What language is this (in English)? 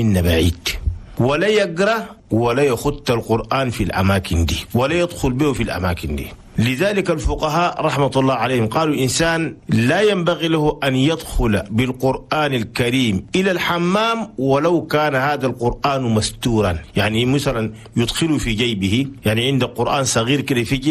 Chadian Arabic